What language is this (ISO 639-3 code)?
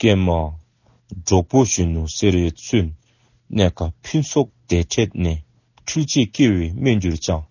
dzo